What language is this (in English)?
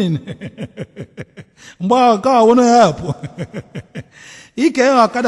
Igbo